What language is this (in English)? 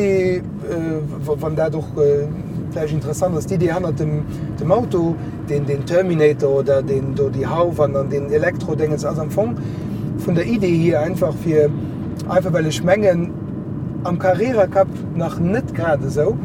Luxembourgish